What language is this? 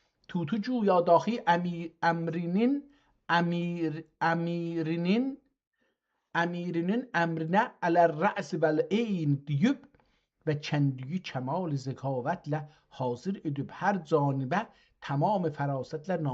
South Azerbaijani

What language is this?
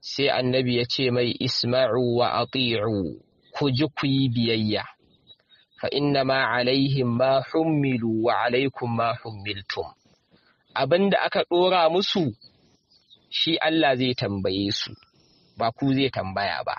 Hausa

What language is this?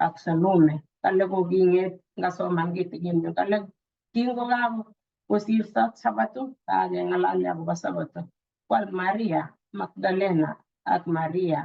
Kalenjin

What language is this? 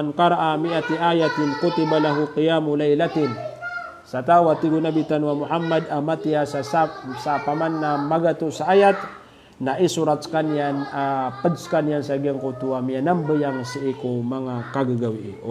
Maranao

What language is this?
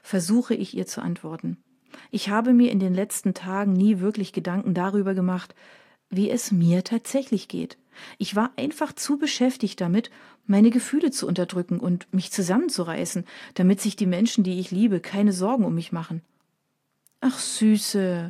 German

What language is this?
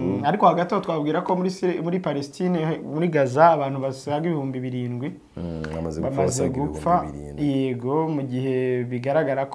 Kinyarwanda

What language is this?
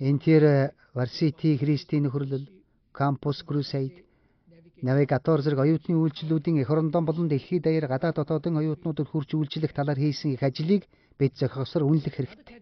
Mongolian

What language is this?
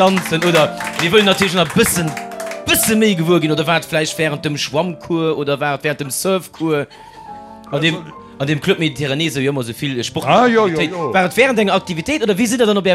Luxembourgish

